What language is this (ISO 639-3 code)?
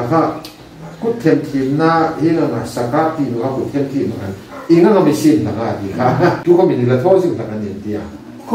hmr